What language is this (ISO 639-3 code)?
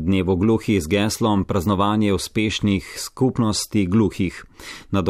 slv